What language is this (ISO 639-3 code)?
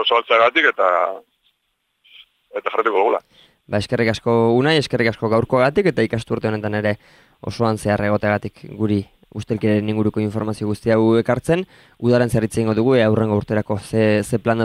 eus